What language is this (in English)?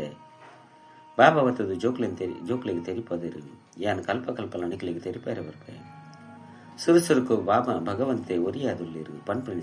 Tulu